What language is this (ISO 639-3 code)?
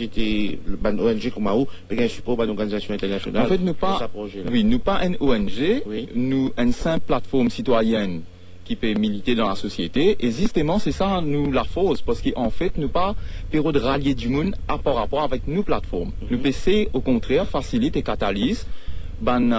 mfe